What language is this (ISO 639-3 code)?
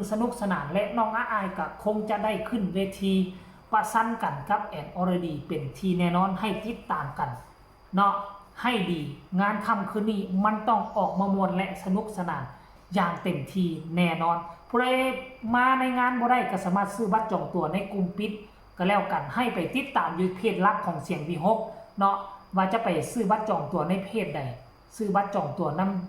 tts